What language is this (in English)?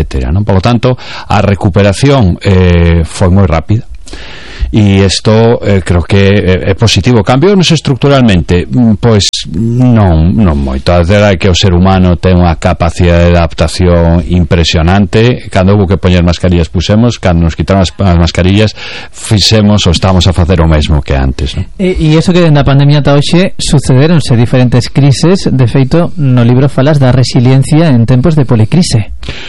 Galician